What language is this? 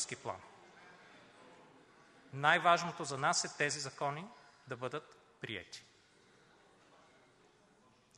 Bulgarian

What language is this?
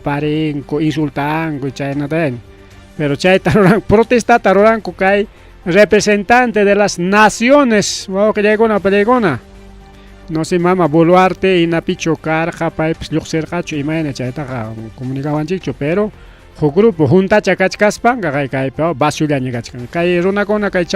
Ayacucho Quechua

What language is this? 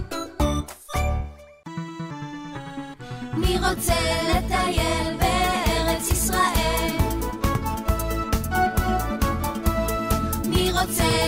Hebrew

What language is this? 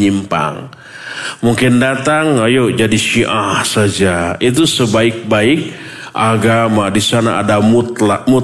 Indonesian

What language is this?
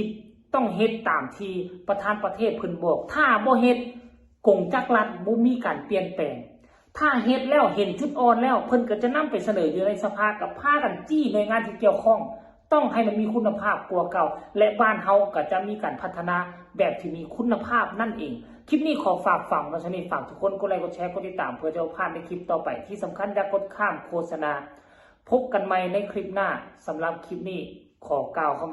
Lao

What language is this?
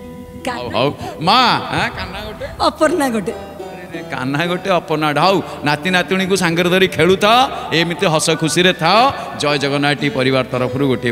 Odia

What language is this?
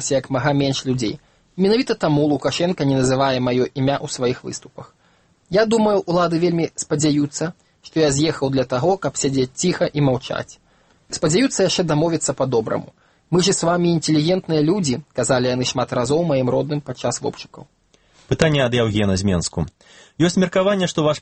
Belarusian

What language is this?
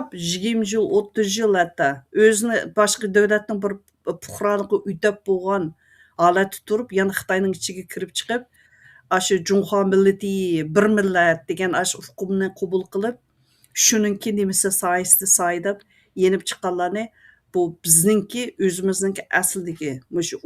Uyghur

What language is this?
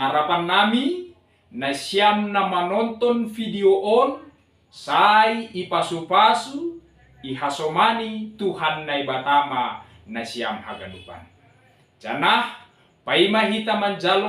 Batak Simalungun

